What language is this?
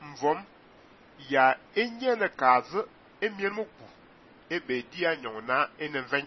Fang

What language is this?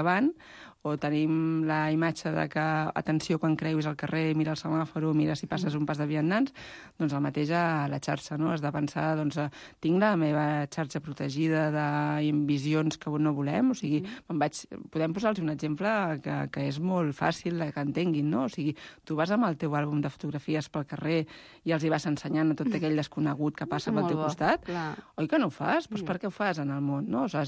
Catalan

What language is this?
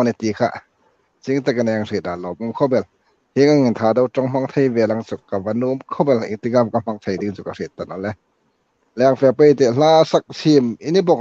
Hmar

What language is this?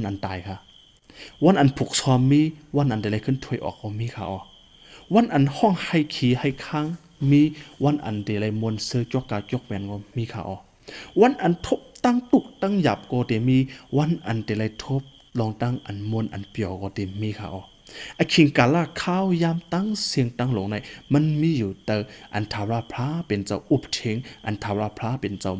Shan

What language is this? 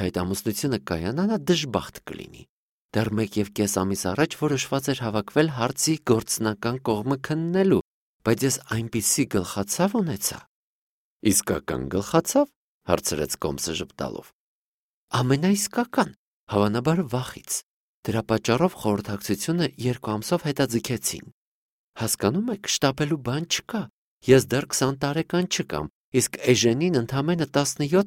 Armenian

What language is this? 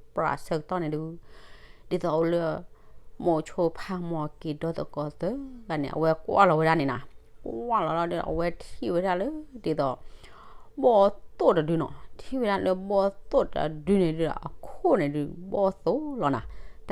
S'gaw Karen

